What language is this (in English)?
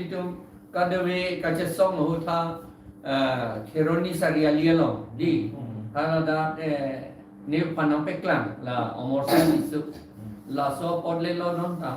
Karbi